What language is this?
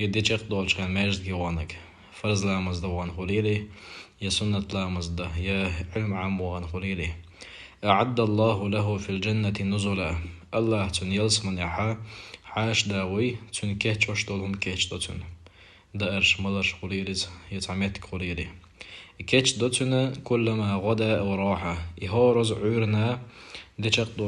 Chechen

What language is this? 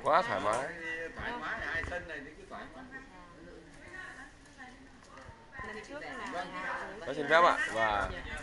Vietnamese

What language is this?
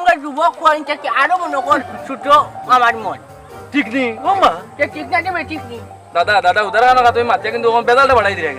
Sylheti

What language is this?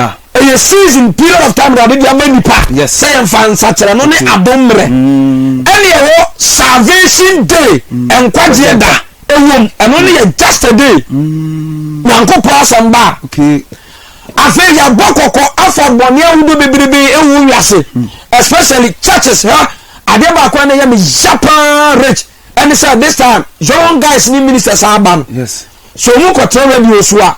Akan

